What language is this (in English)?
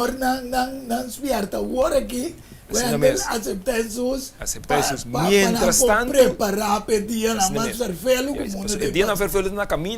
Papiamento